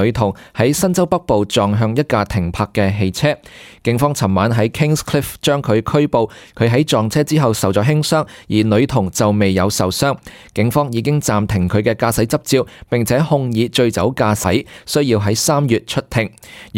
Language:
Cantonese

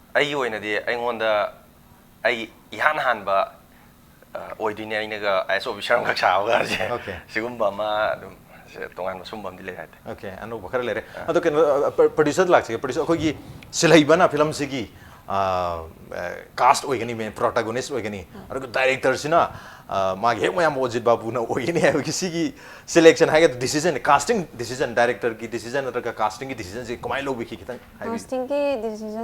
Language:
Manipuri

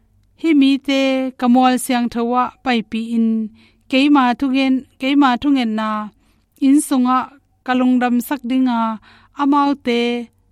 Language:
Tedim Chin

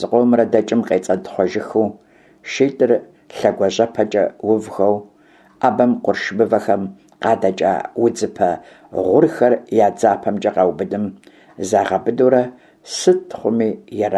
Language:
Kabardian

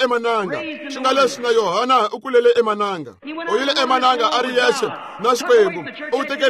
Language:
Tsonga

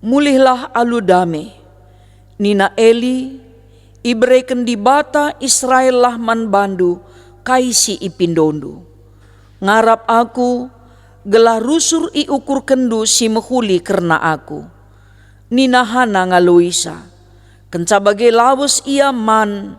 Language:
Batak Karo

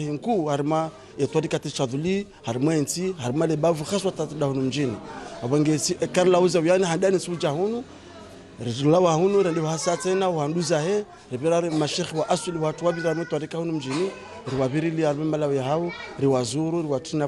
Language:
Ngazidja Comorian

